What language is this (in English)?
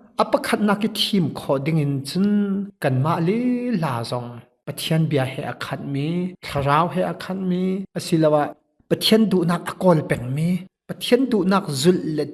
Hakha Chin